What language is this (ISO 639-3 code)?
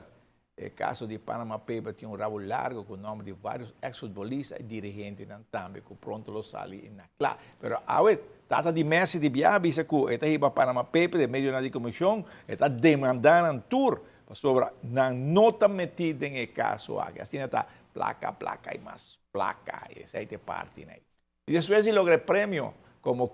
pap